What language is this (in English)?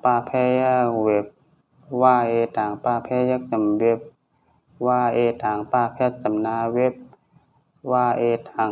Shan